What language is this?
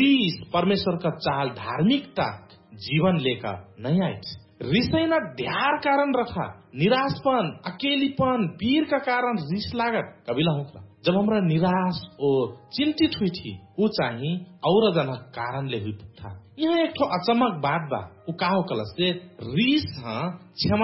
Bhojpuri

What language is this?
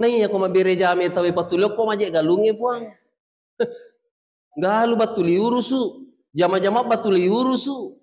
Buginese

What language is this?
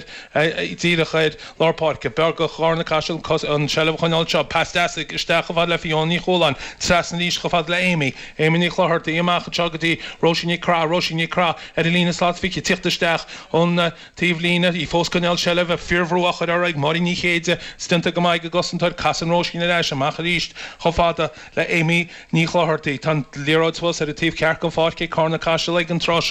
Irish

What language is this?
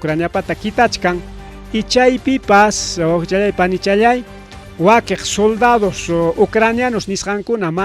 Ayacucho Quechua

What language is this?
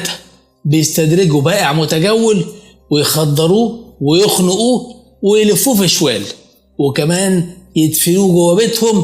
Egyptian Arabic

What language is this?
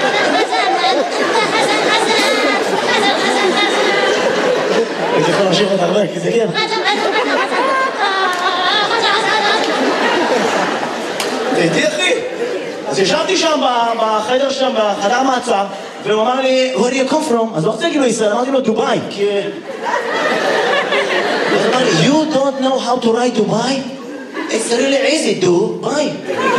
Hebrew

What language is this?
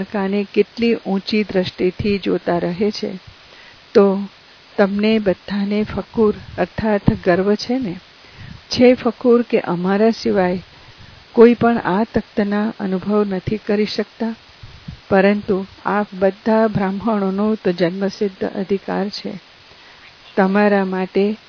Gujarati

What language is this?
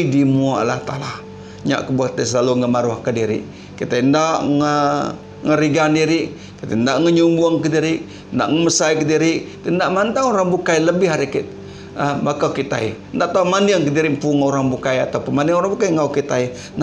Iban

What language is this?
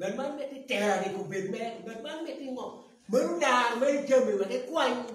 Acoli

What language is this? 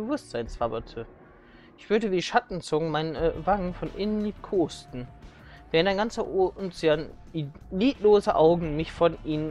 German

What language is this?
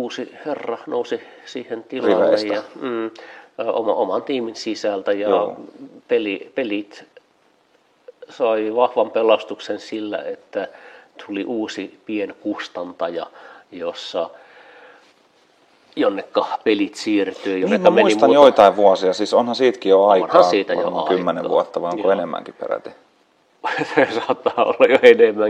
Finnish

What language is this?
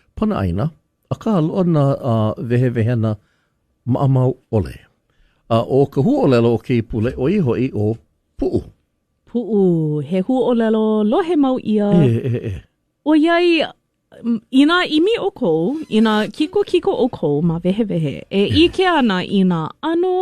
Hawaiian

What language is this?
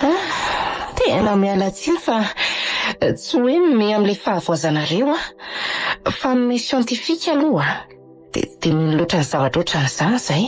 Malagasy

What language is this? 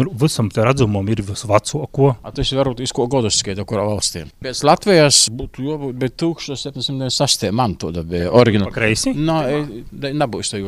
Latvian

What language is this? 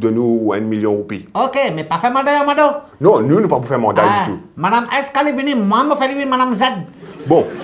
Morisyen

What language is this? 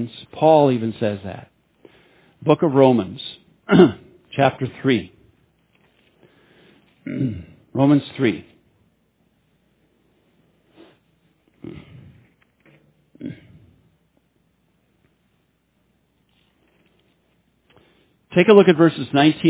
English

